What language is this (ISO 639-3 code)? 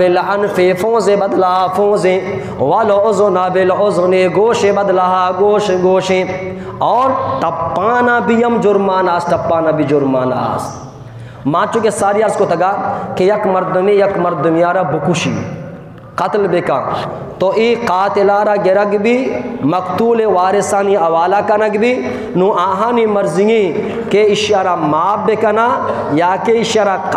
bgp